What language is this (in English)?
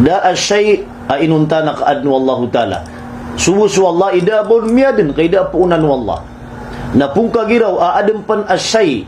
Maranao